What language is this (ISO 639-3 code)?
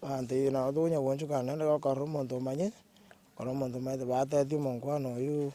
guz